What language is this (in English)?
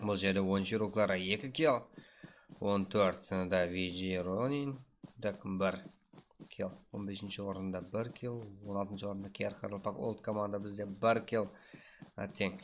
Kara-Kalpak